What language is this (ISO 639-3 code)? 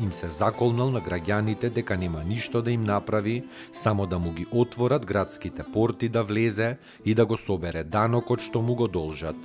mkd